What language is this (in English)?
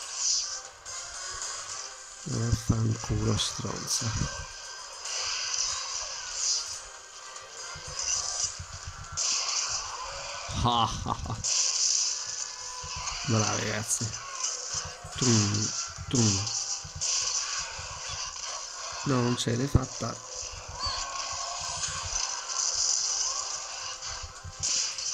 Italian